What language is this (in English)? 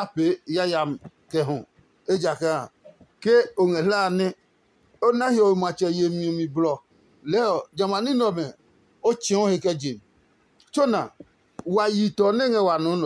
Adangme